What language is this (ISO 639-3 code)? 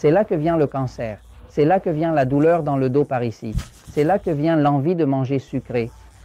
fra